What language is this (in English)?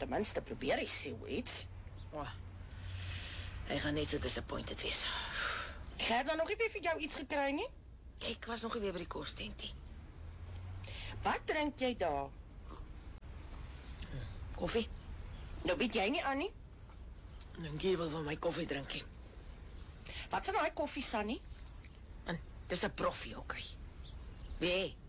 Afrikaans